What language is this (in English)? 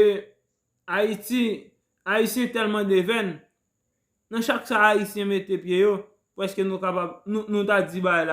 Haitian Creole